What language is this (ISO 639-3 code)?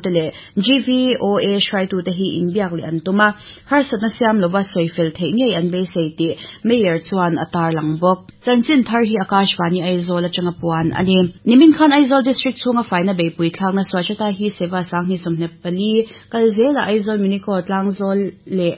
lus